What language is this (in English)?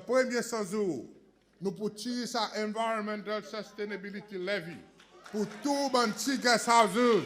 Seselwa Creole French